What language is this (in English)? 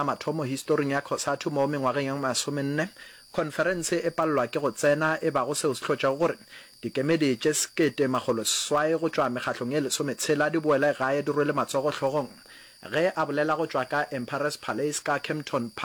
Northern Sotho